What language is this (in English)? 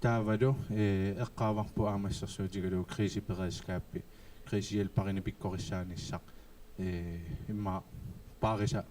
Kalaallisut